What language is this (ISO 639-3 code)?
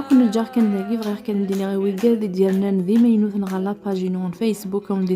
kab